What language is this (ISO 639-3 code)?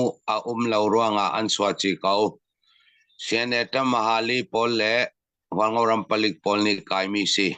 cfm